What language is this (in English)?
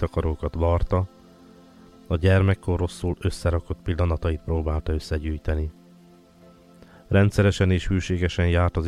Hungarian